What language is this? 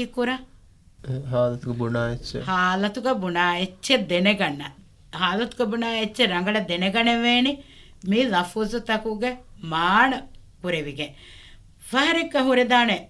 Divehi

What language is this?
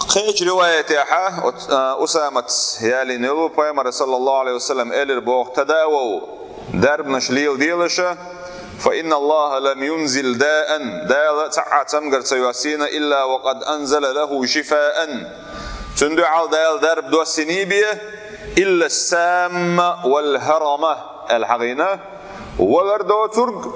Chechen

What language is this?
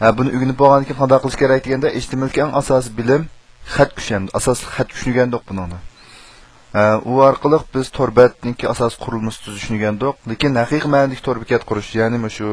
Uyghur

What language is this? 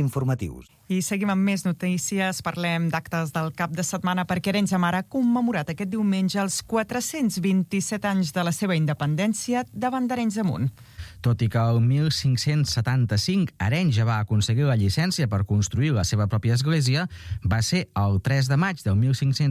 Catalan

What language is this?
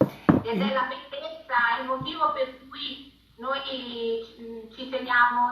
Sardinian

